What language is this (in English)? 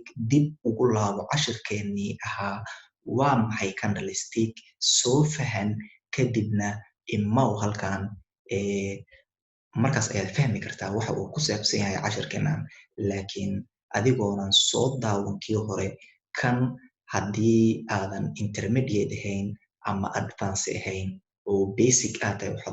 Somali